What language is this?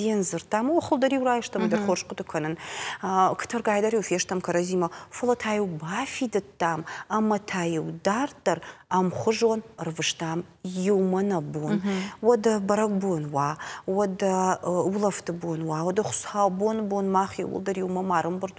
Ossetic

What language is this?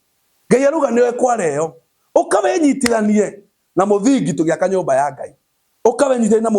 Kikuyu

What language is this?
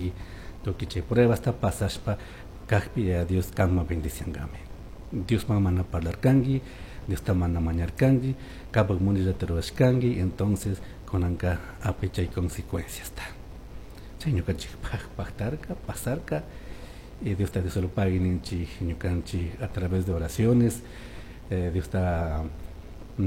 Chimborazo Highland Quichua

